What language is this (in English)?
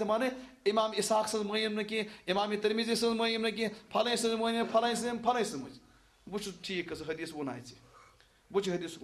Kashmiri